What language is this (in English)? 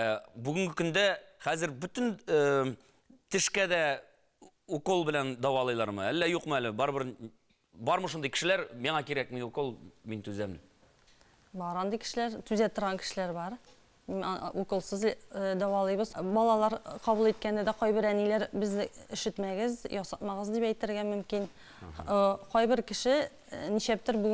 Tatar